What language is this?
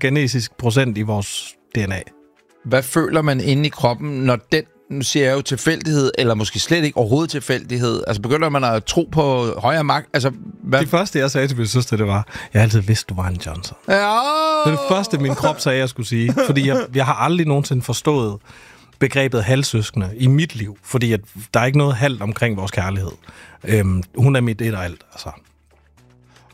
Danish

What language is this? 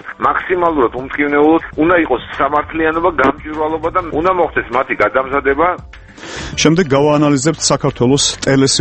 Georgian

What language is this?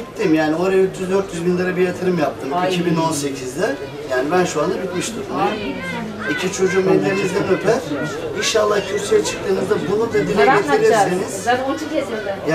Turkish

